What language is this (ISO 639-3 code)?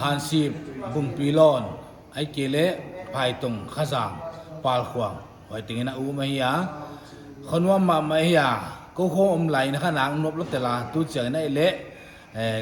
pck